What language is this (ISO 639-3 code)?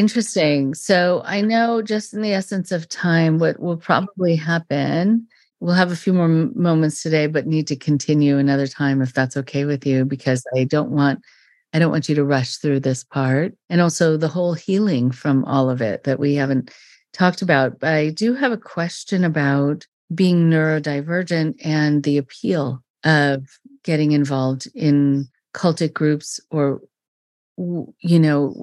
eng